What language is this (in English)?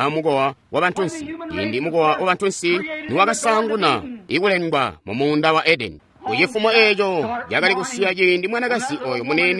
Tonga (Zambia)